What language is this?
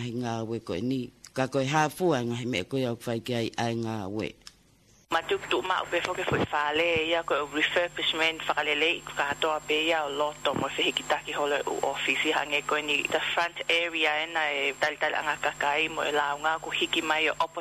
Tongan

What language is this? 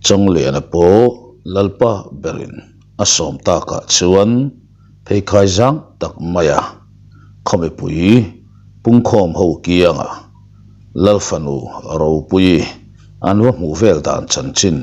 Mizo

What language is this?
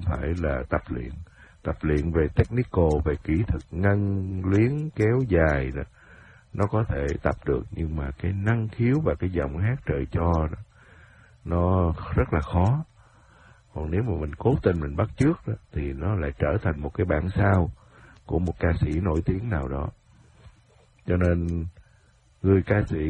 Vietnamese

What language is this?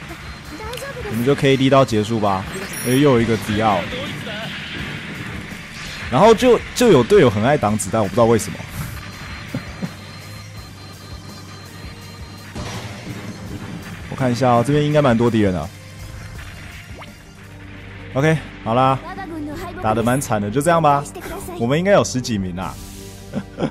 Chinese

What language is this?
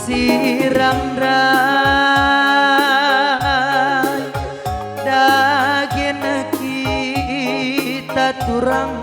Batak Karo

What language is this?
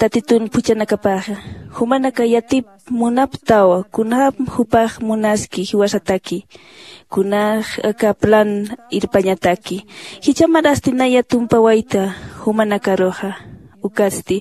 Aymara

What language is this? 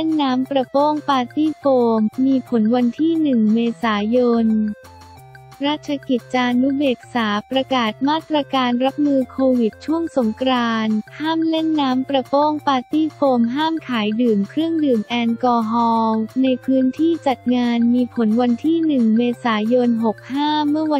Thai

